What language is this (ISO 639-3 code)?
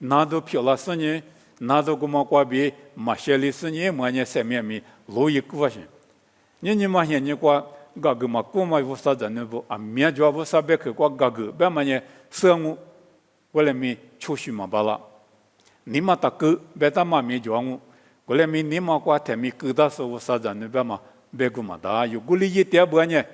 lis